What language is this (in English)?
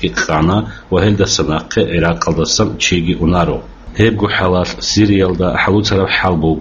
Avaric